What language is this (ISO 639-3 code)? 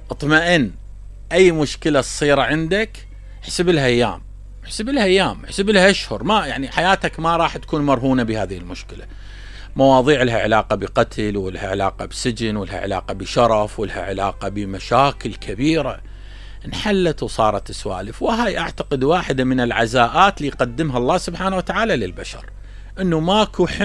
acm